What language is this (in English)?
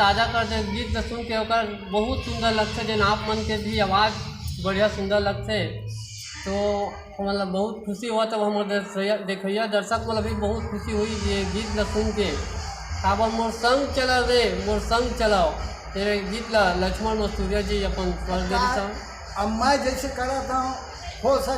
Chhattisgarhi